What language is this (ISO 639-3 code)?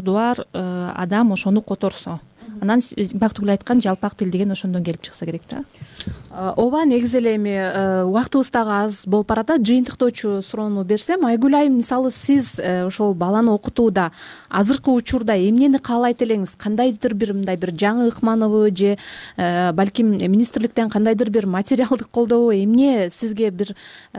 kir